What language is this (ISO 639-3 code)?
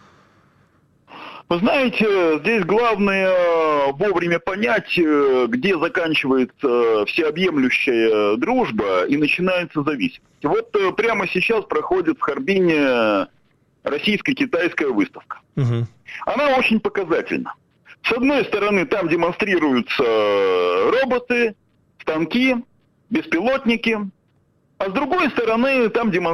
rus